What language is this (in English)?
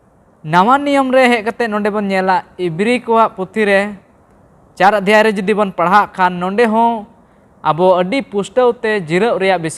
Santali